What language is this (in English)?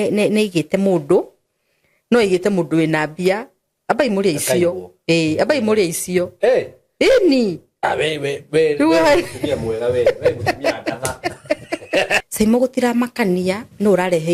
Kikuyu